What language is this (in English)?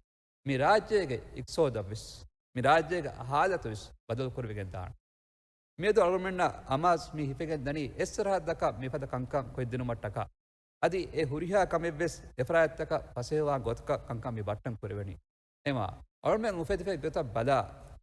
Divehi